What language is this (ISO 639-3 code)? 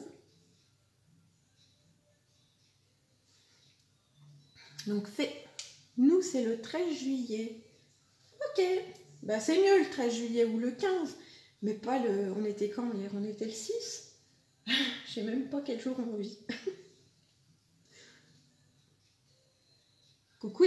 fra